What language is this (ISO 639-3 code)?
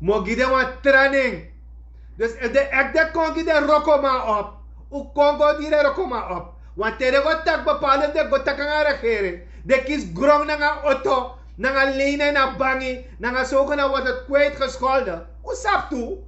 srn